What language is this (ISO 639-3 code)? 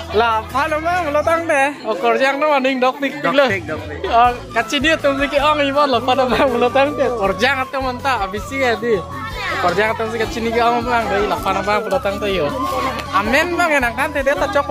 mjw